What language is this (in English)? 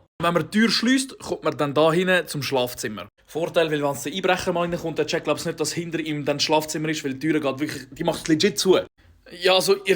Swiss German